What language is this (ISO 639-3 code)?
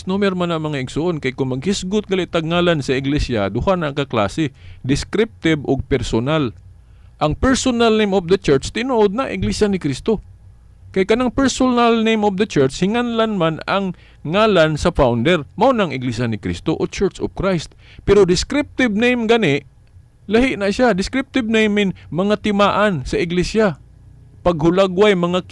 ceb